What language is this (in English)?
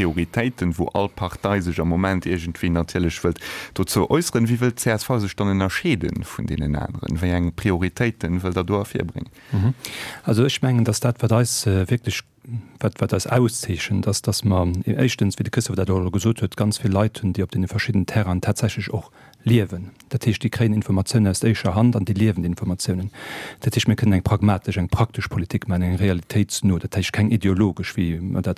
Luxembourgish